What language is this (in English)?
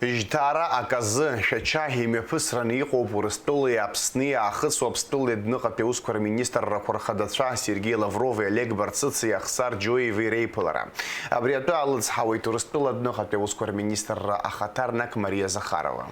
Abkhazian